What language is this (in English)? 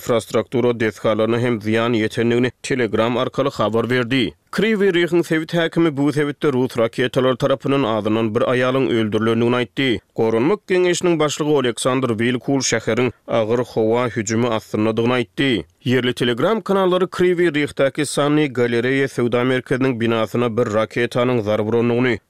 Turkmen